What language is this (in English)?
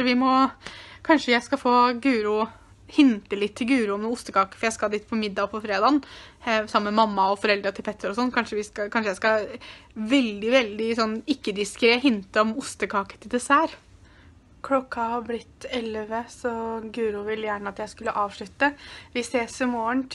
Norwegian